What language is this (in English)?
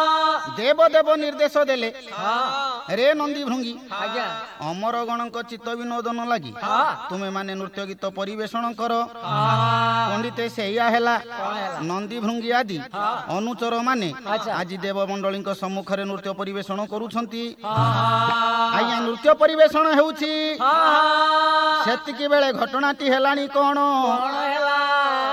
Odia